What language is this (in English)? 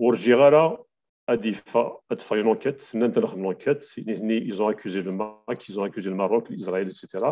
Kabyle